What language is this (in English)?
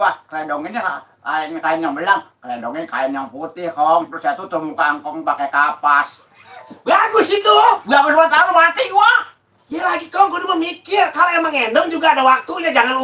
Betawi